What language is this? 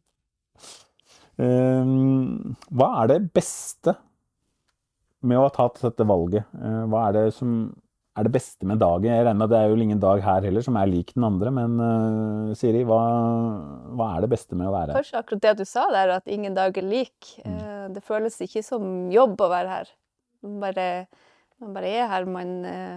Norwegian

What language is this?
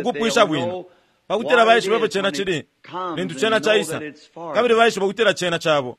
Bemba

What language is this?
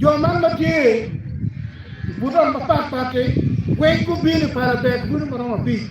Acoli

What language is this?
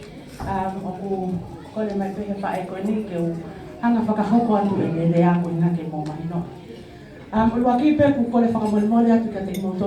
Tongan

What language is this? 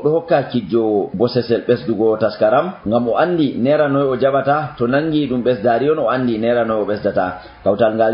Nigerian Fulfulde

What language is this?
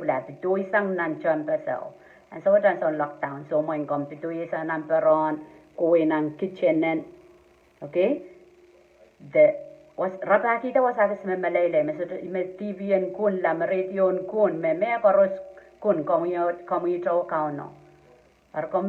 Pohnpeian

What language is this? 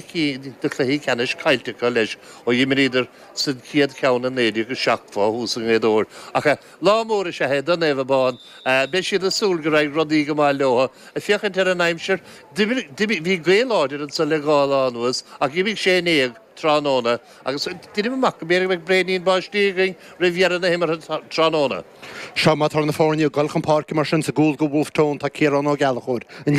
Irish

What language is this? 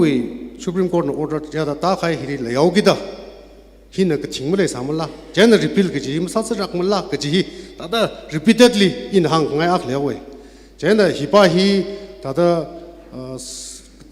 Tangkhul Naga (India)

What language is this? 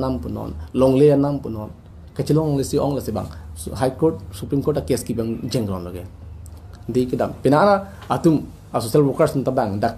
Karbi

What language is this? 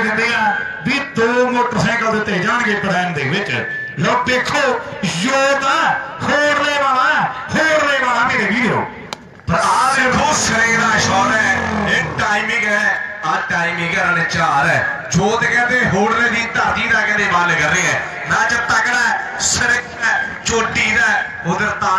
Punjabi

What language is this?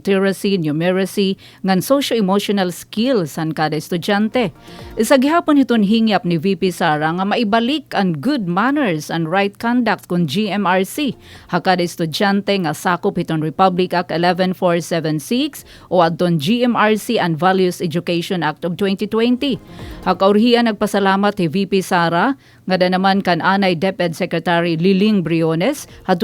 Waray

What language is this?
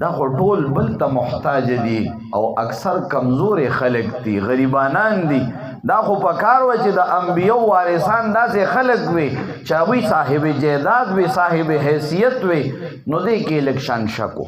Pashto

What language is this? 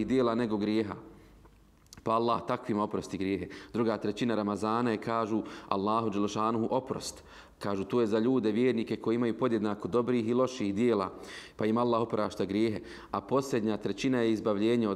Bosnian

